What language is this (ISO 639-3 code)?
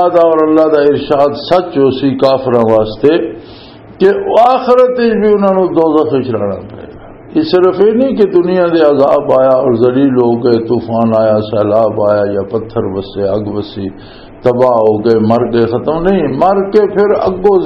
lah